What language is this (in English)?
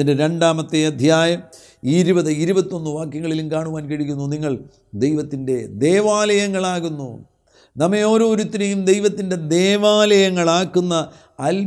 Malayalam